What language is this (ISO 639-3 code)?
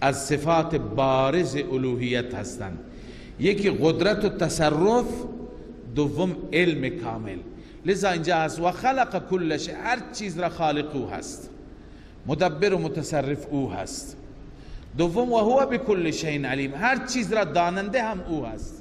fas